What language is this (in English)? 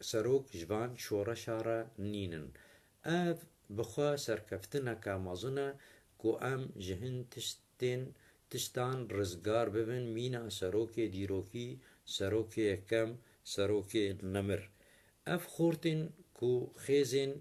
Kurdish